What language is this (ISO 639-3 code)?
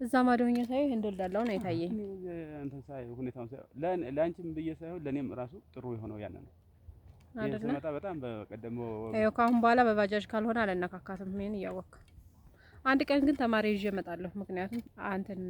amh